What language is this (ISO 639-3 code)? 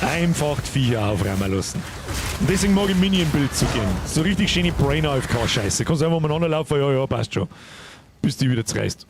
bar